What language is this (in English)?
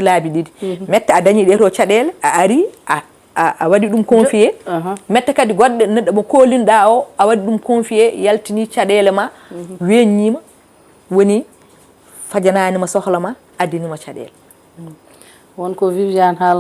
Fula